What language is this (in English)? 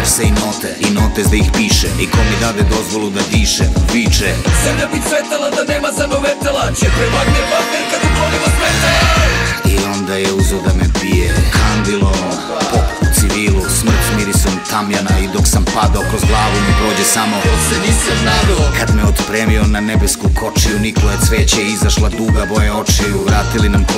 Serbian